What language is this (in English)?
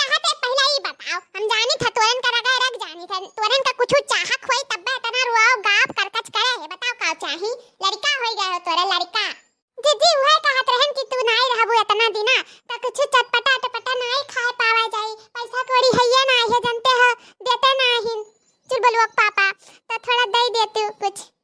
Awadhi